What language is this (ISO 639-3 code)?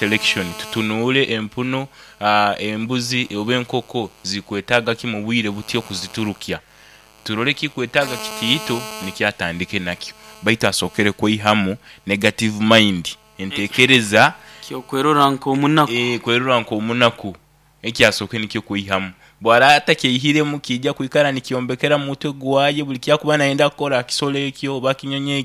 nyo